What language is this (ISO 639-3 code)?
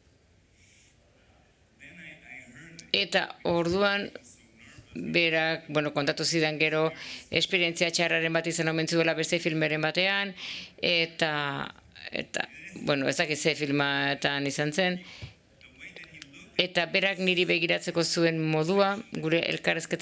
eus